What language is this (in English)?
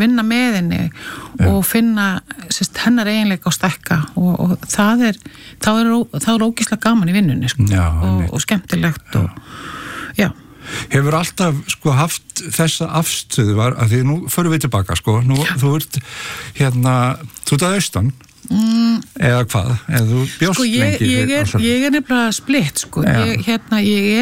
Icelandic